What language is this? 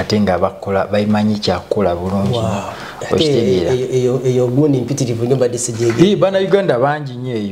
Ganda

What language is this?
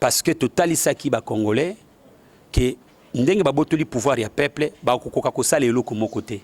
Lingala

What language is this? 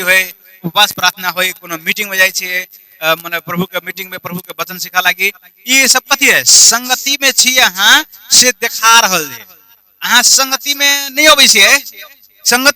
Maithili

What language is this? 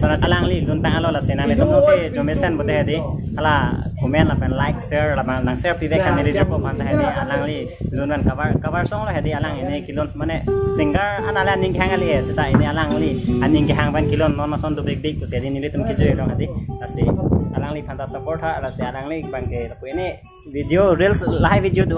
Karbi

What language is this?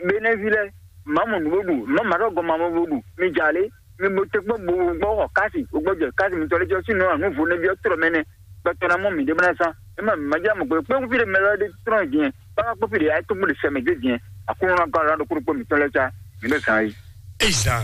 Fon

